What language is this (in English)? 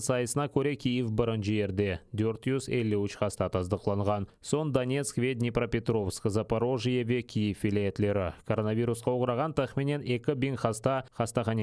Crimean Tatar